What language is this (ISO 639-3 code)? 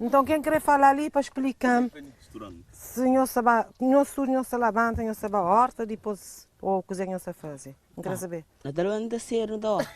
kea